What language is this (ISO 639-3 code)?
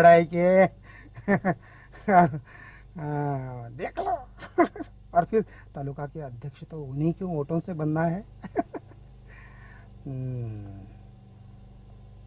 hin